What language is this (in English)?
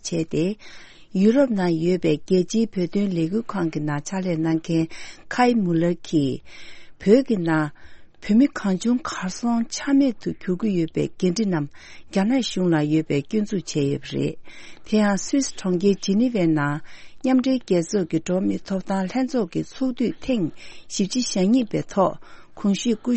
Tibetan